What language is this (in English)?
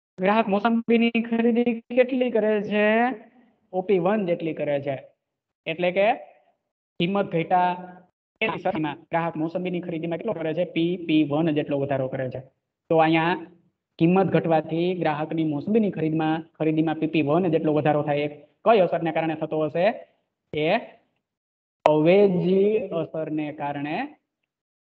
Gujarati